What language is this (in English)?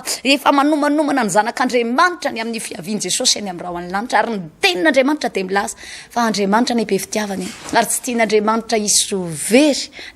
Malagasy